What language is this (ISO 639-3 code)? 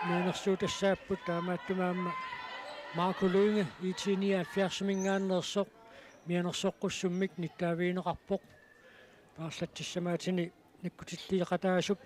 kal